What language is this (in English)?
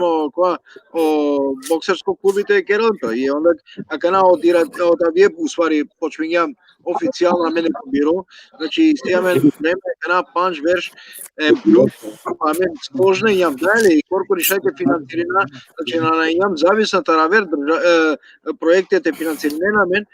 Balkan Romani